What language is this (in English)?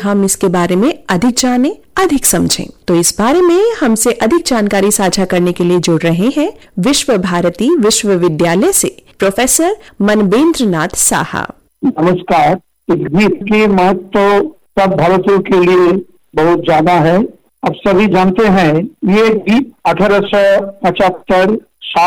Hindi